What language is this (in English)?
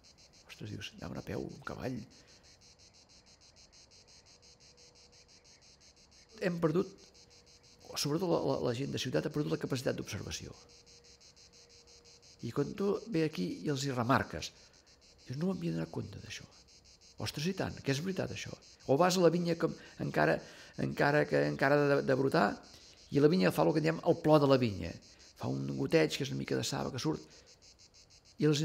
Catalan